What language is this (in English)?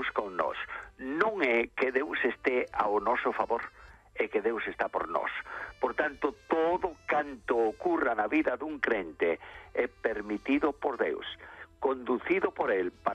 Galician